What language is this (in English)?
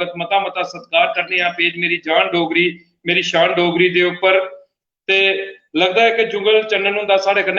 Dogri